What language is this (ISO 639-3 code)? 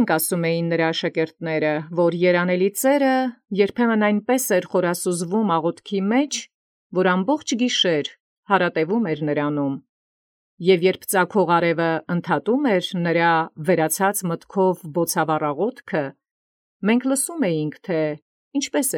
hye